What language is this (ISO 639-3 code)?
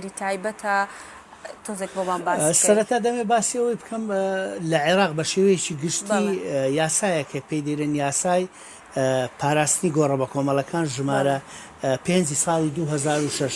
ckb